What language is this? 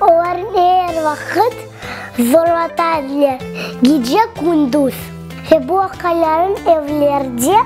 Crimean Tatar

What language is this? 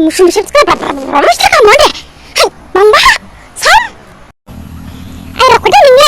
Dimasa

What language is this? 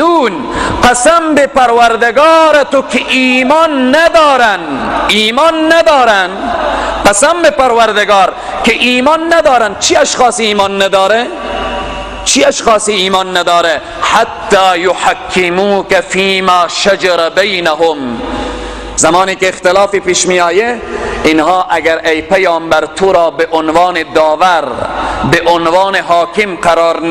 Persian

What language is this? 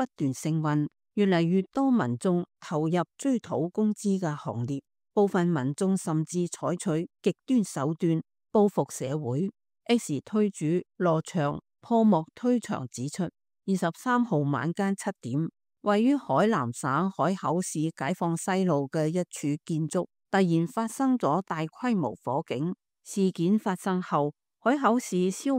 Cantonese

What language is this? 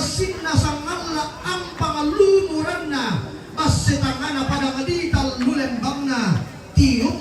Toraja-Sa'dan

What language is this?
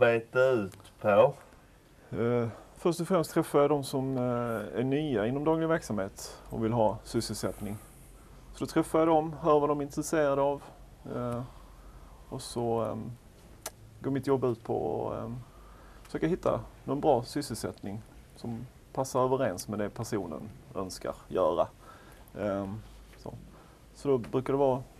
Swedish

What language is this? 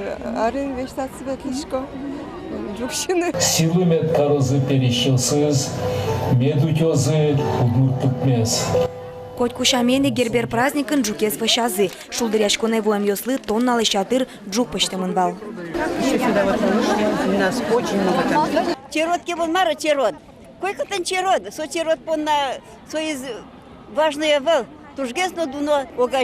Udmurt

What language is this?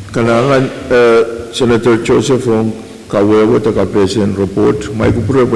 Pohnpeian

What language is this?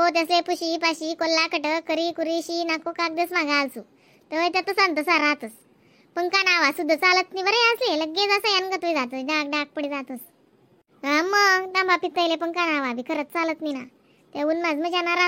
Khandesi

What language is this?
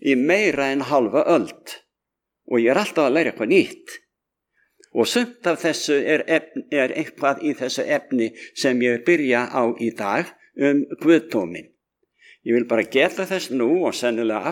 Icelandic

